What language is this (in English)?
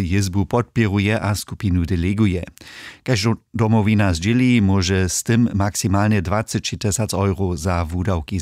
Upper Sorbian